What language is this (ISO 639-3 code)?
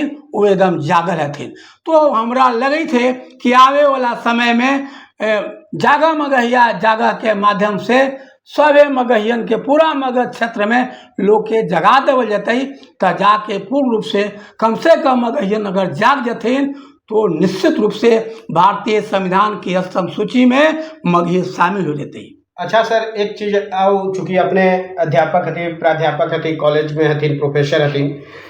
mag